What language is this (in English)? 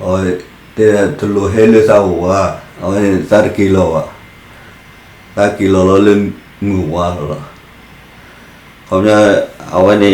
S'gaw Karen